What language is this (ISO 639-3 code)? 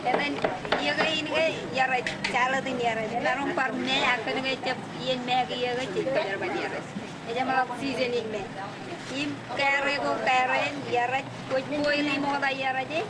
mah